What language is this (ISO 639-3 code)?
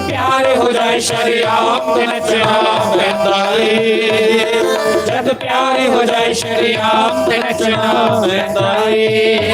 doi